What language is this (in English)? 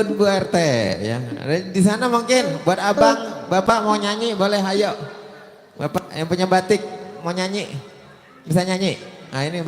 Betawi